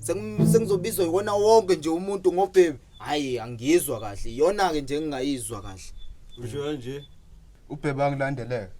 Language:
Zulu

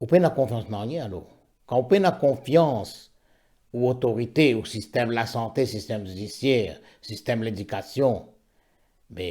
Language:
Morisyen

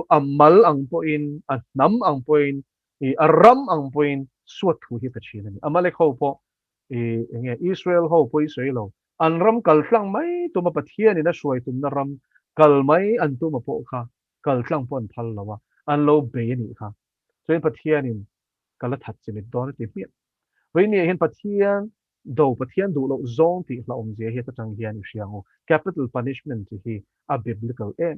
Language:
Mizo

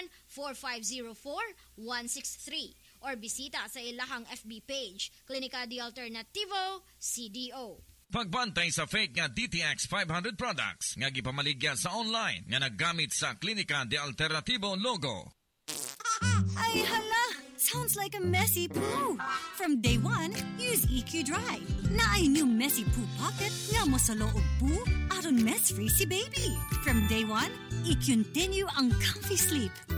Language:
Cebuano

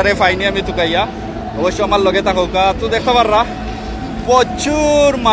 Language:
Sylheti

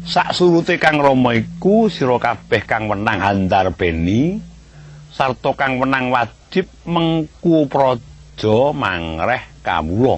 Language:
Javanese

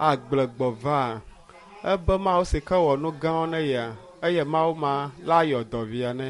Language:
Ewe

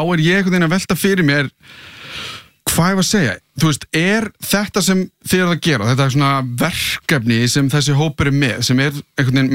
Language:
Icelandic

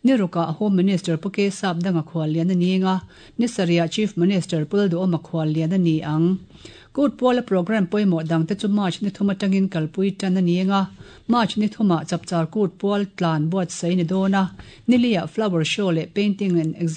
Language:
Mizo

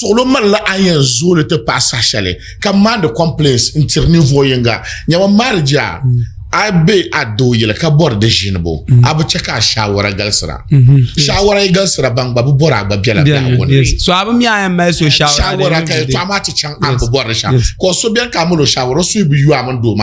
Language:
Dagbani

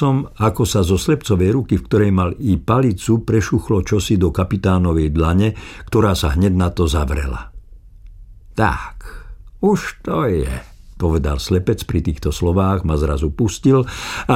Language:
Slovak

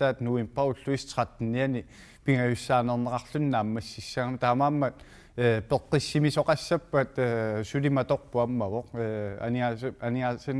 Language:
Kalaallisut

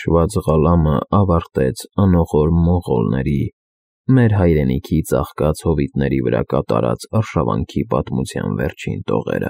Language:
Armenian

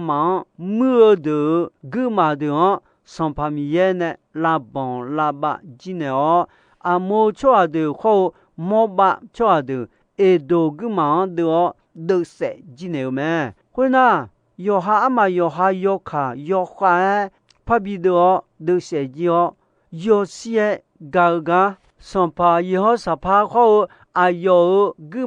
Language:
Akha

